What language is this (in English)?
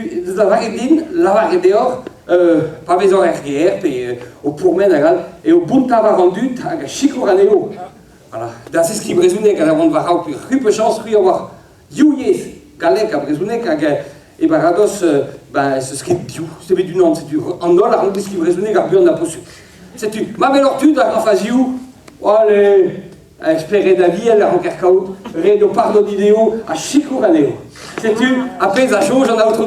Breton